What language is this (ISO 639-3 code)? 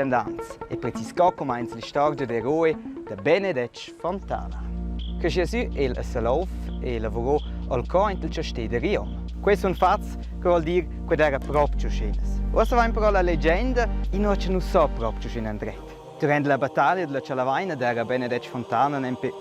roh